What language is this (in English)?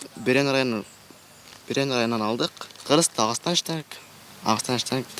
Bashkir